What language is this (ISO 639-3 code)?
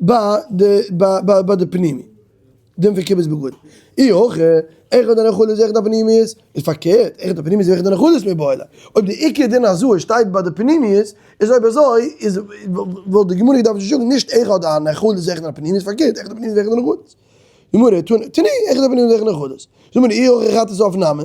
yid